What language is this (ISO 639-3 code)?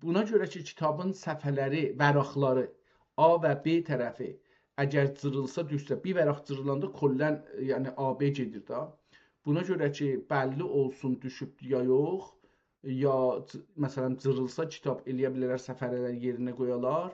azb